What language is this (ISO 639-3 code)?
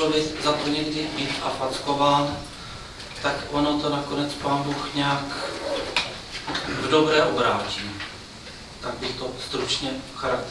ces